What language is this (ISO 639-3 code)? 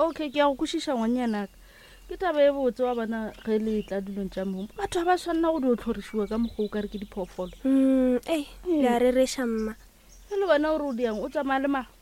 nso